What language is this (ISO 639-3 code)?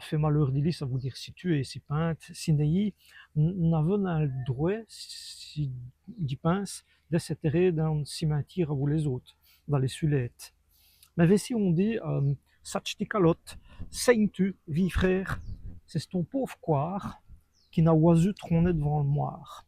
wln